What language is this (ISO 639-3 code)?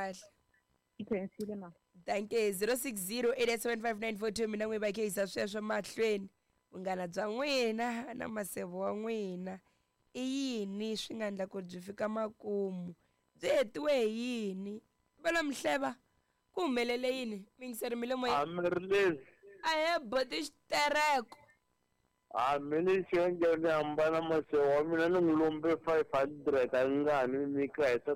tso